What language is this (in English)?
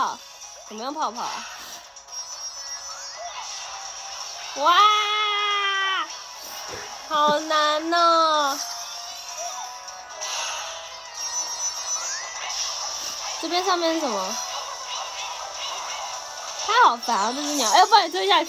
Chinese